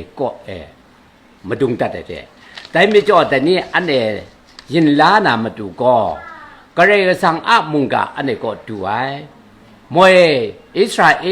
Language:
Kachin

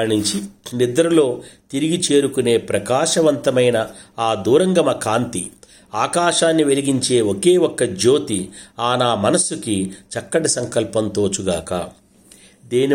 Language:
Telugu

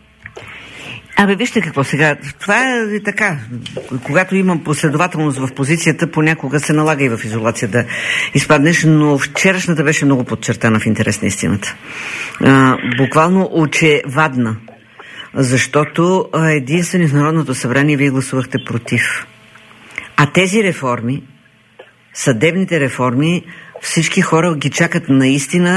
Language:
Bulgarian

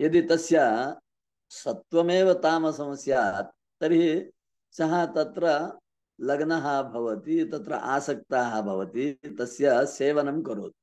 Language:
Sanskrit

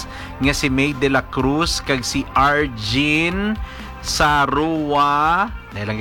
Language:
Hiligaynon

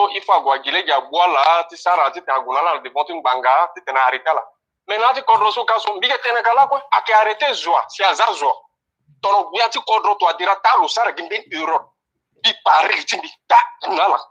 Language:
Sango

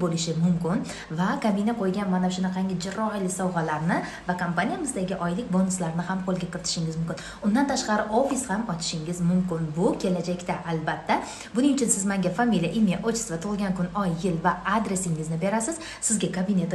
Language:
Uzbek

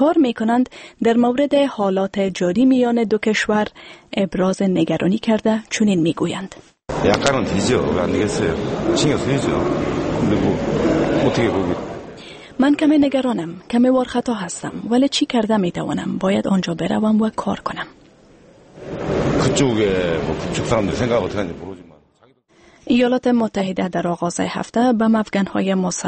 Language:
Persian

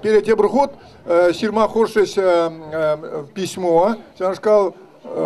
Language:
Chuvash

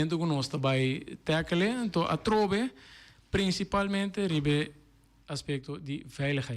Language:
Papiamento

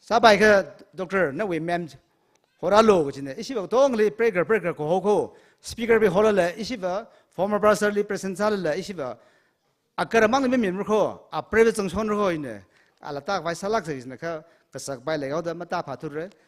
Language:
Tangkhul Naga (India)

